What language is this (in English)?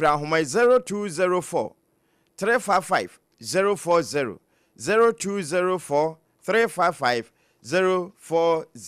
Akan